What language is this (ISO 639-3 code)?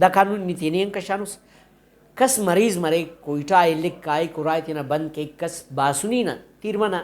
brh